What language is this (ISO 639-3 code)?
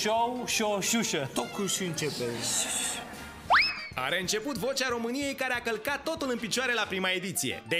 ron